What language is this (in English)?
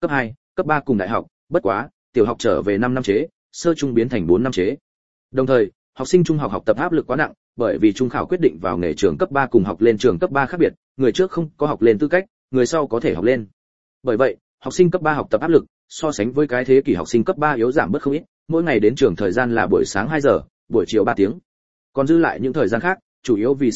Vietnamese